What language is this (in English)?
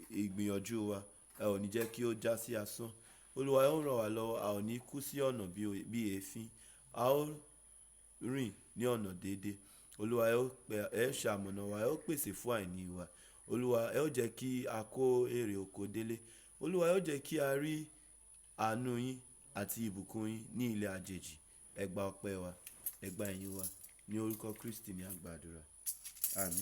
Yoruba